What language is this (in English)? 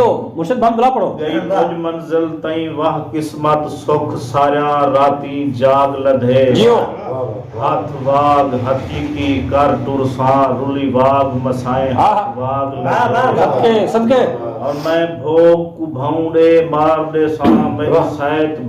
Saraiki